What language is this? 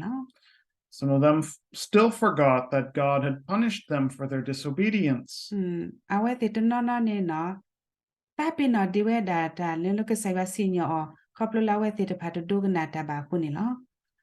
S'gaw Karen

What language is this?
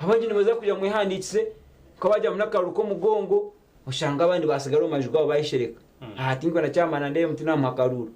Nyankole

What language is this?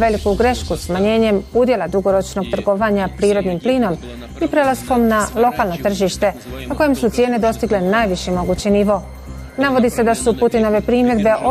Bosnian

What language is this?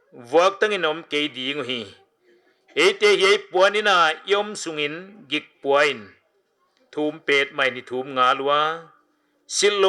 Paite Chin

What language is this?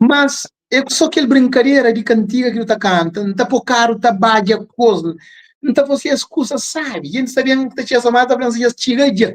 Kabuverdianu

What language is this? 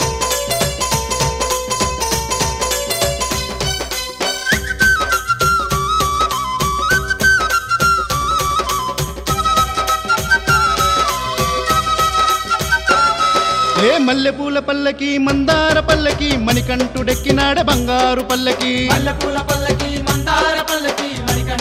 Telugu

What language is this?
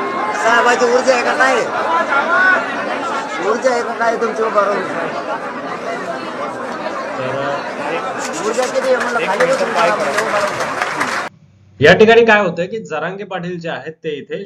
Marathi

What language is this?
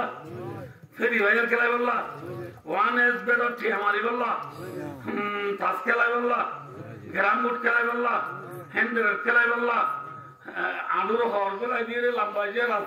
Rohingya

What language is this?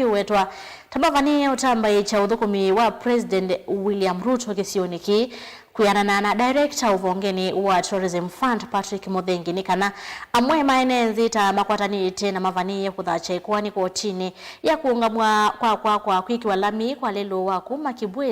Kamba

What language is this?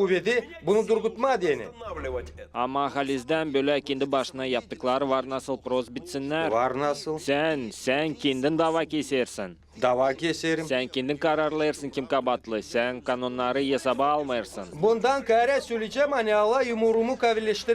Gagauz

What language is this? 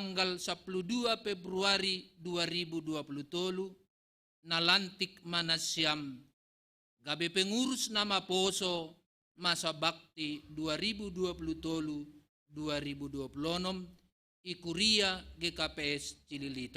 Batak Simalungun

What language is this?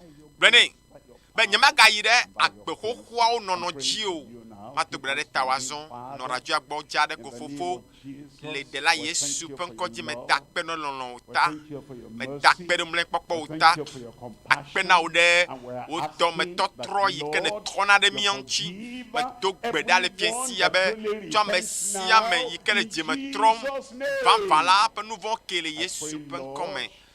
Ewe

